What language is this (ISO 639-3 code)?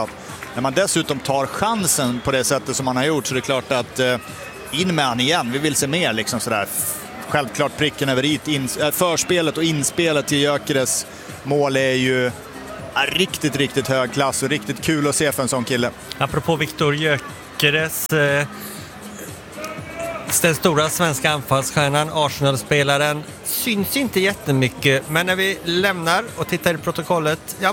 swe